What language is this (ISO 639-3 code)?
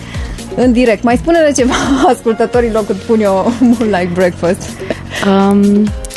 ron